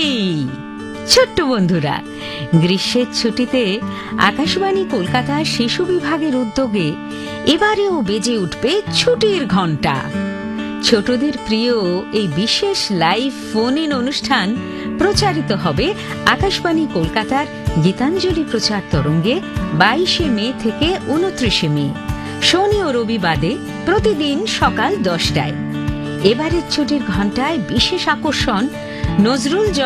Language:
Bangla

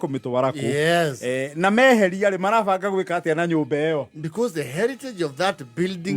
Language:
Kikuyu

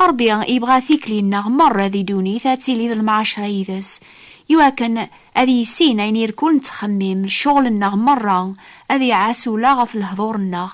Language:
Kabyle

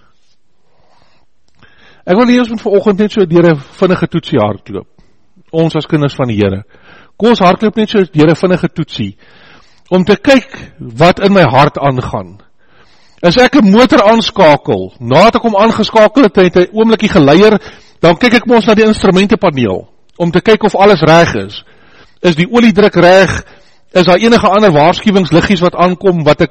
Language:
Afrikaans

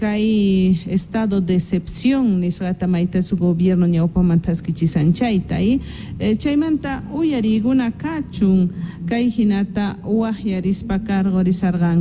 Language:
South Bolivian Quechua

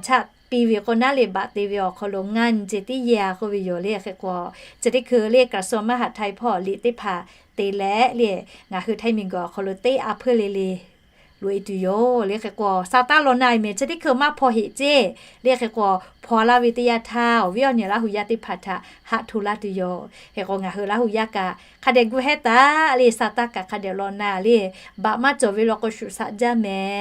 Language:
Lahu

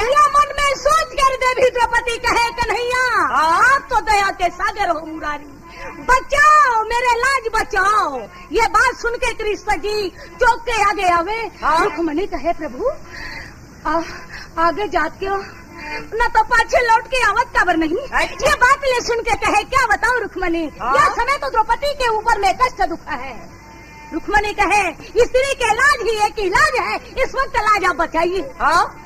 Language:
Chhattisgarhi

